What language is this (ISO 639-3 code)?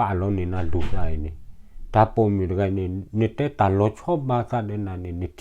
ksw